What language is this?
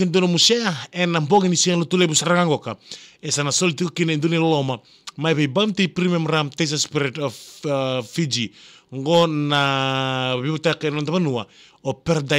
Fijian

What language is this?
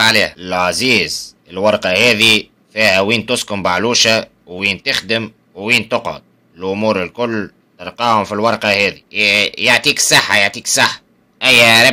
Tunisian Arabic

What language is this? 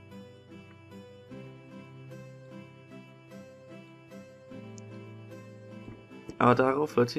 German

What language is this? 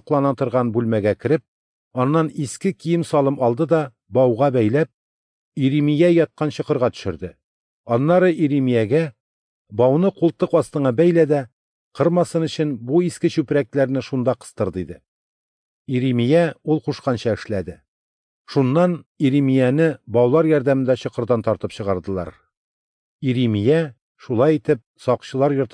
Tatar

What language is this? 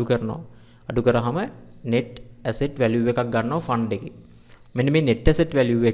Sinhala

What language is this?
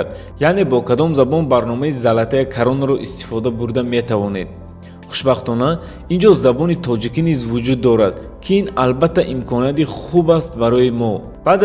Tajik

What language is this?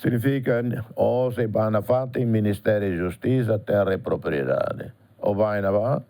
Tetum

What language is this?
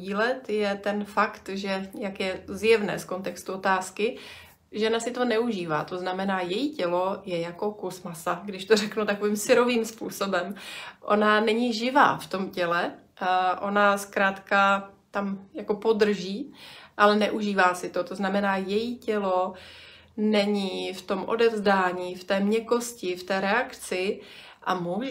Czech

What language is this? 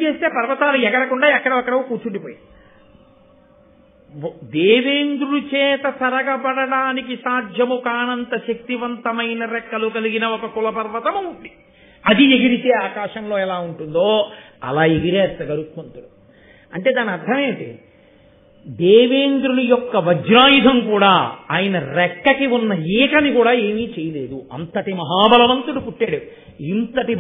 Telugu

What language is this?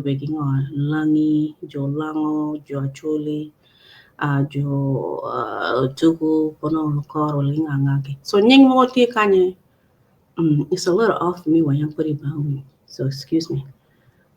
Acoli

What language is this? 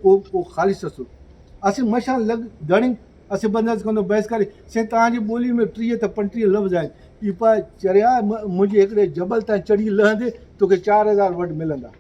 Brahui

